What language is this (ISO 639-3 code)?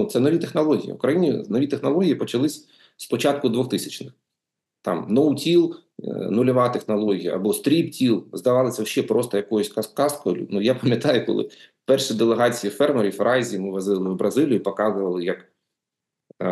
ukr